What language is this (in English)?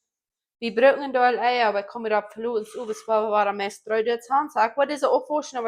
Plautdietsch